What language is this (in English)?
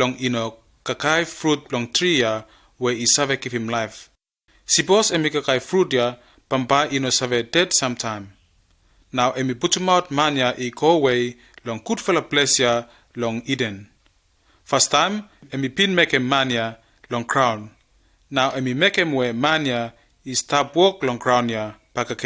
Bislama